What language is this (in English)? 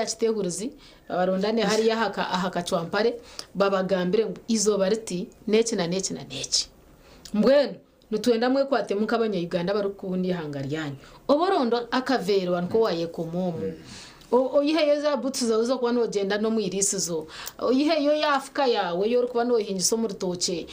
Nyankole